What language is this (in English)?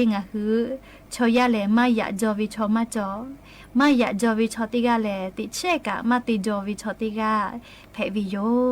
Lahu